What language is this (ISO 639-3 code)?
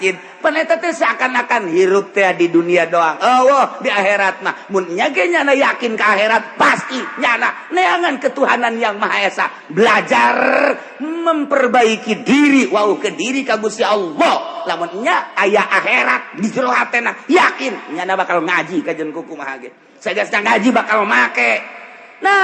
sun